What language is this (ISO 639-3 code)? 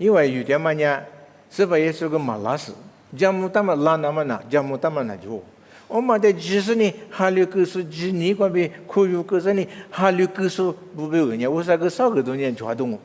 lis